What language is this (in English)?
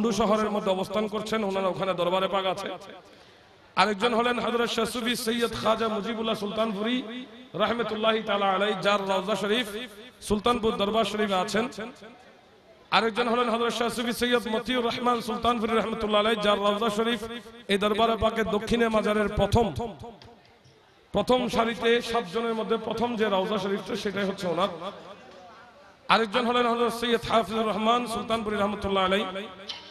Bangla